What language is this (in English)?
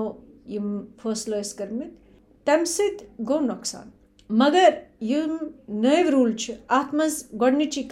Kashmiri